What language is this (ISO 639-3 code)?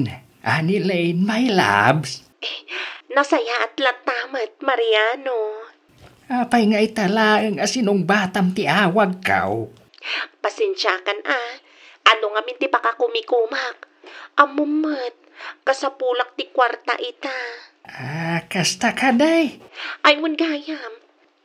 ilo